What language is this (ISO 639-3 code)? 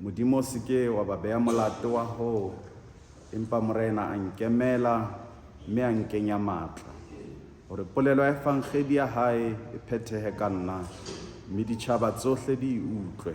sot